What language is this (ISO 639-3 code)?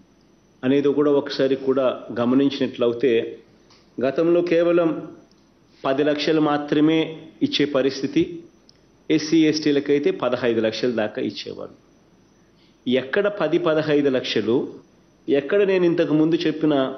tel